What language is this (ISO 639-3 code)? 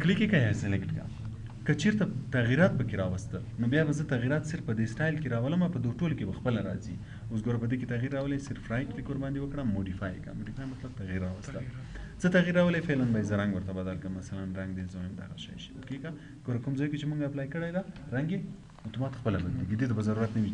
pus